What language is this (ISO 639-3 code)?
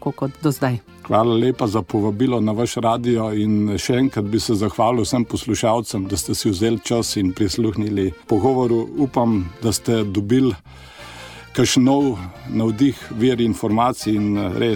slv